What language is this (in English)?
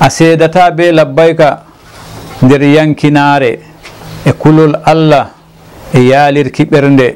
Fula